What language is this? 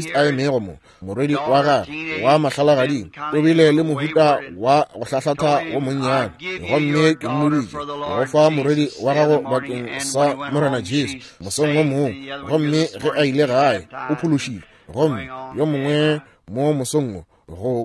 Northern Sotho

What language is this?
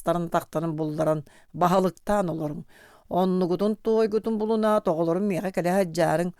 Yakut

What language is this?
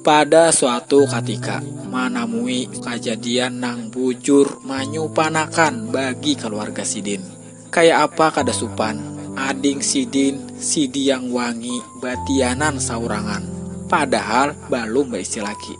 Banjar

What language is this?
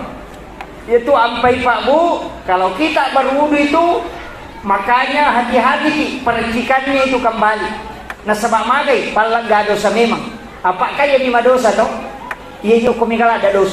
Buginese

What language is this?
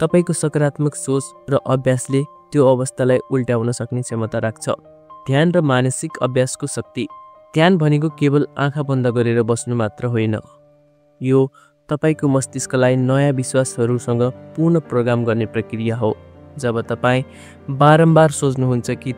Nepali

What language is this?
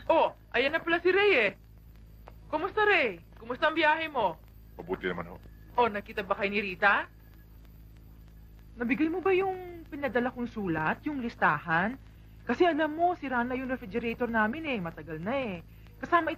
Filipino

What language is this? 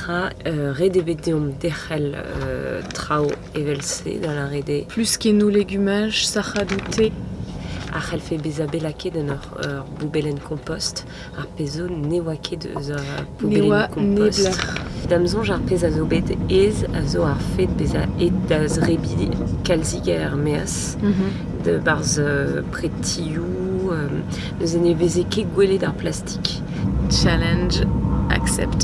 Breton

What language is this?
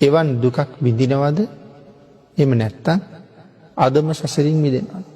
Sinhala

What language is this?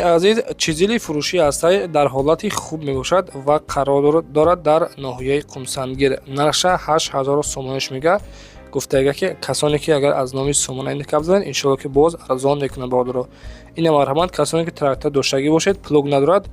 Tajik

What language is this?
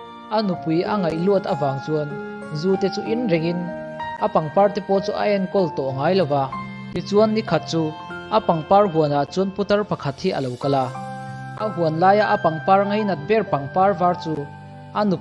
Mizo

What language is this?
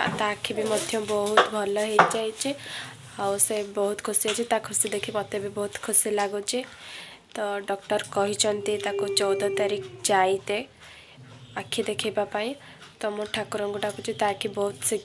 Odia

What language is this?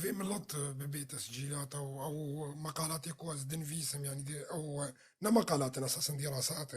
North Levantine Arabic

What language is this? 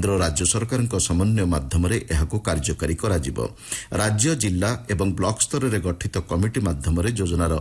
Odia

